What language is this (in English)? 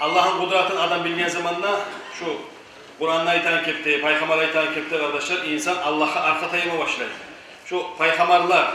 Kumyk